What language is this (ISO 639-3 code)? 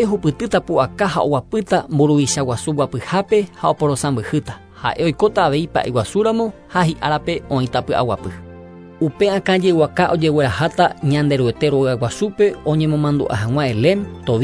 grn